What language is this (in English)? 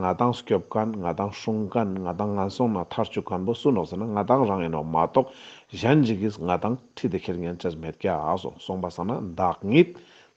Ladakhi